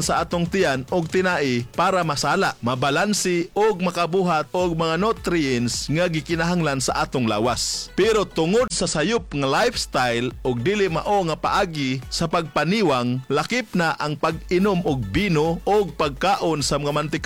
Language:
Cebuano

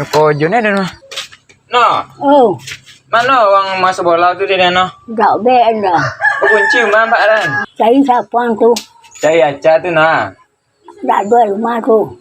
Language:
Minangkabau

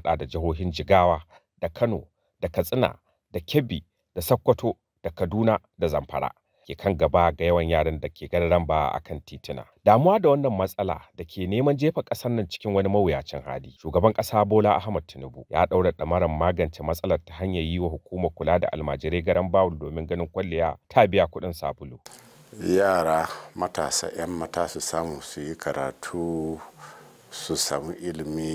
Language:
Hausa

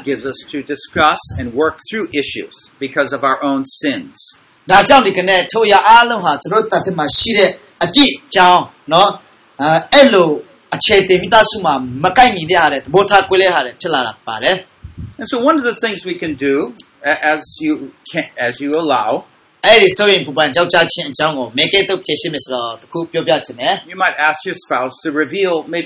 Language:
Burmese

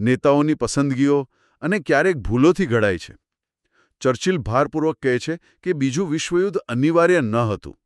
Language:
Gujarati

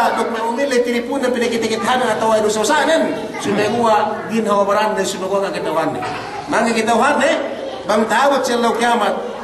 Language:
Yakan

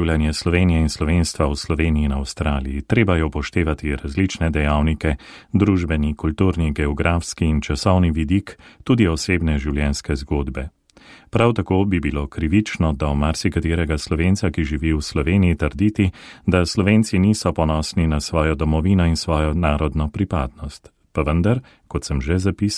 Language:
Slovenian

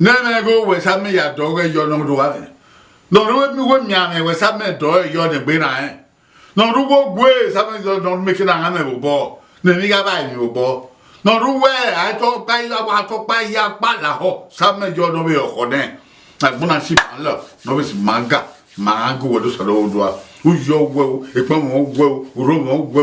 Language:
Bini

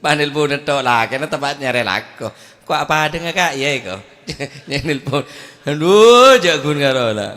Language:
Madurese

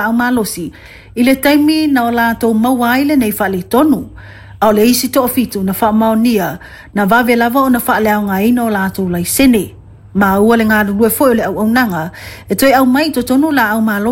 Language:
Samoan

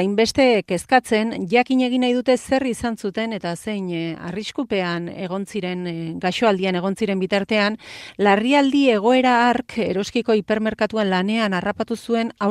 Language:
Basque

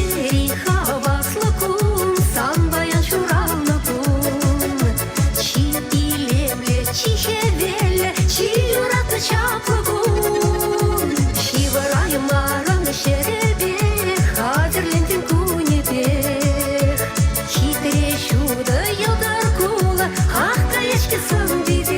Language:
Chuvash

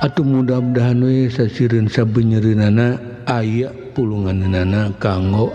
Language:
Sundanese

